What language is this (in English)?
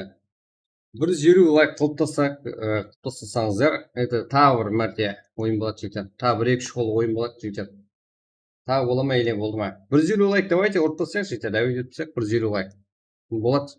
Kara-Kalpak